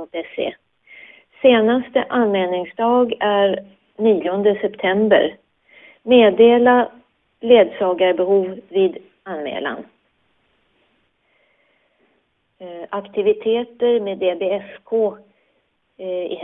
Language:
Swedish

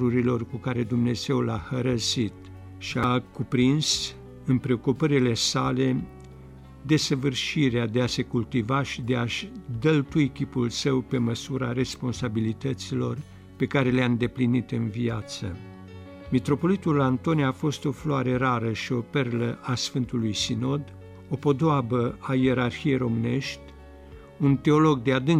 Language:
Romanian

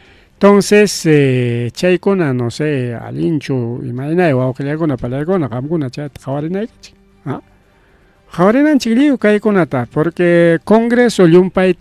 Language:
Ayacucho Quechua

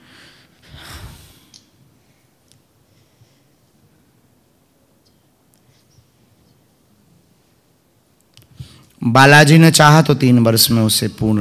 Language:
Hindi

